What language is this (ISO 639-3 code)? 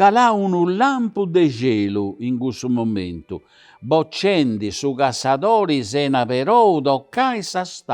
srd